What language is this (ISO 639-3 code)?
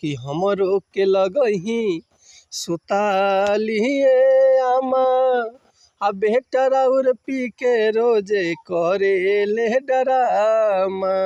bho